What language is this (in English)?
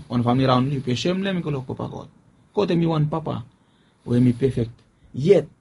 Bislama